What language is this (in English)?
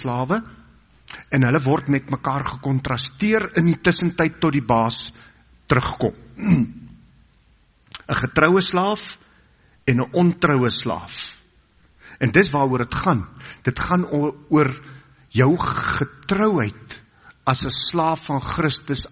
Afrikaans